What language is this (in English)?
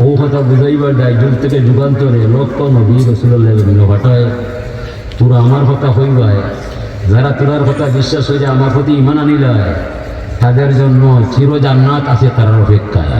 Sylheti